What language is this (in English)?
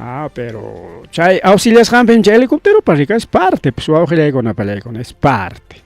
Ayacucho Quechua